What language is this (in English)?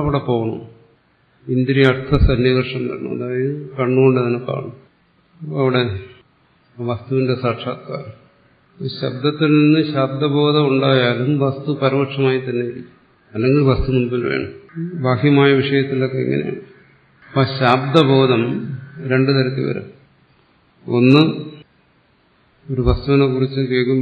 Malayalam